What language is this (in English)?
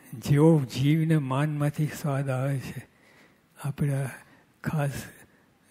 Gujarati